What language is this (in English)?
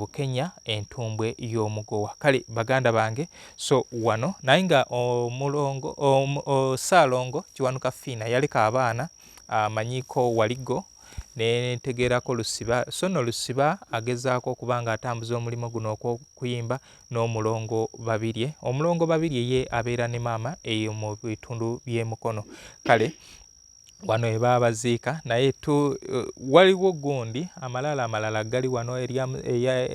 Ganda